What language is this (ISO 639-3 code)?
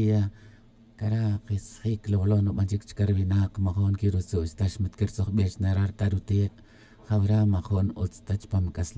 tzj